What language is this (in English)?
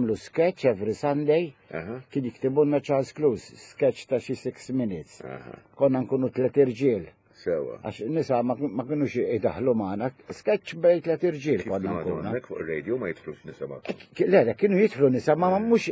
Maltese